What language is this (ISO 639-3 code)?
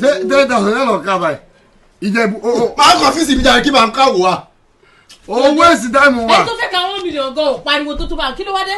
yor